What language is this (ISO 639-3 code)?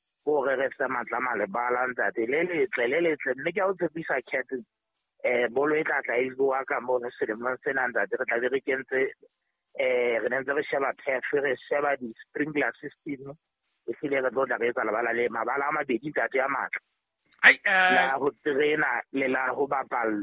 sot